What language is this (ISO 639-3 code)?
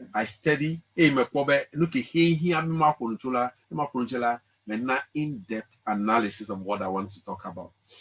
ewe